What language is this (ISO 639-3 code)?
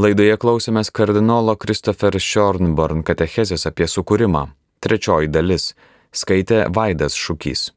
lit